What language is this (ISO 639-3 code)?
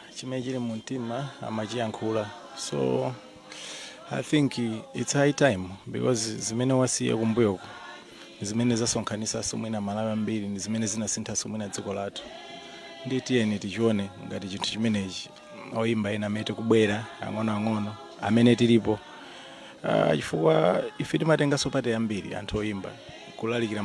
nya